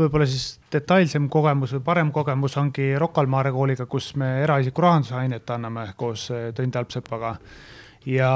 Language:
Estonian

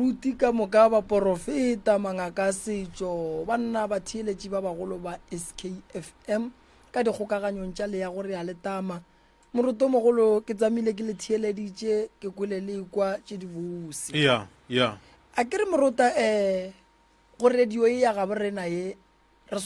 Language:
Northern Sotho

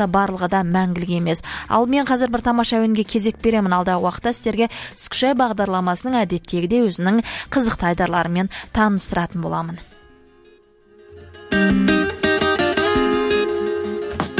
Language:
Kazakh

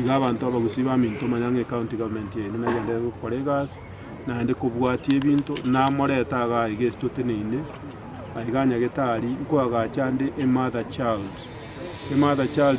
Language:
Gusii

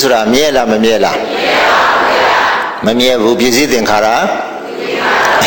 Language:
Burmese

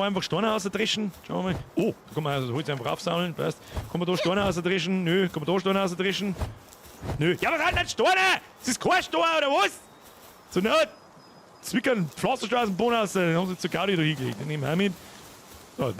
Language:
Bavarian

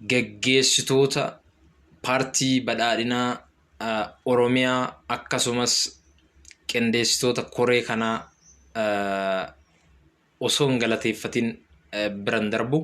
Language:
Oromo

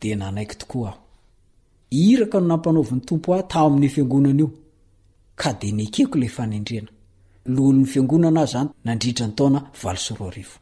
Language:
Malagasy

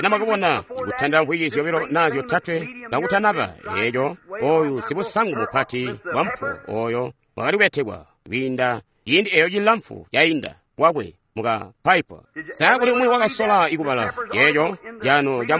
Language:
Tonga (Zambia)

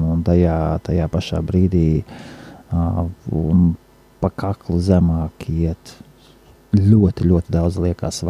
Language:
Latvian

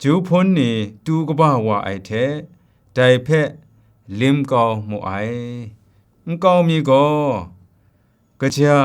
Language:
Kachin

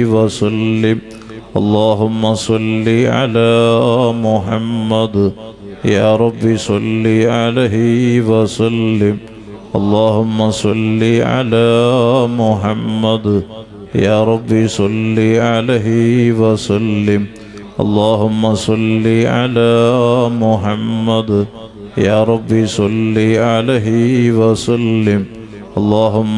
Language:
Malayalam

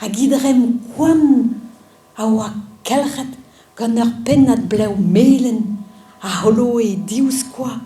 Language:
Breton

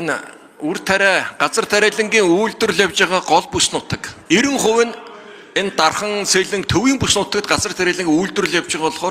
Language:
Mongolian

